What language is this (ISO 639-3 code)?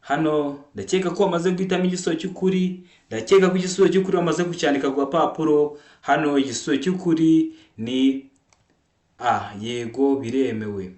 kin